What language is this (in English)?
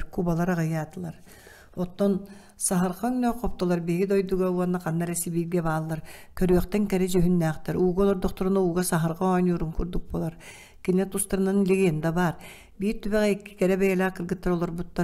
Yakut